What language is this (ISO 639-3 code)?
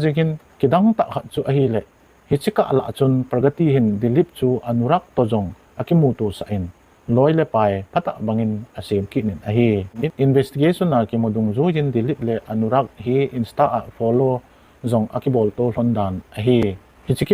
tcz